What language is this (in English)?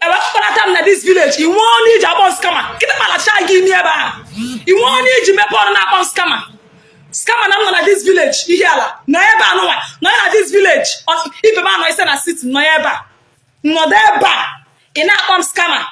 Igbo